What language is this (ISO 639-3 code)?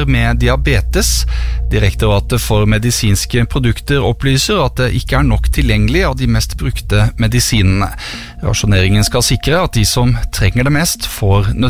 nor